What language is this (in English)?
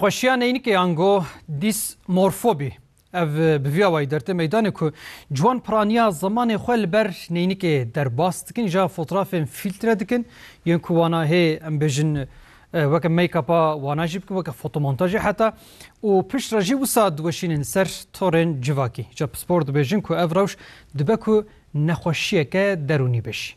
Kurdish